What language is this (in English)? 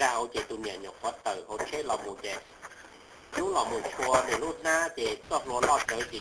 Hmong